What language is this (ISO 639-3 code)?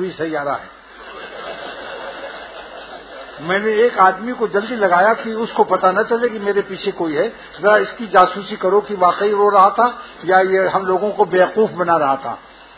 urd